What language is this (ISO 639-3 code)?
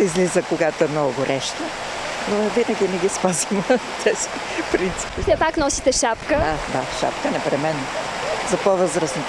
bul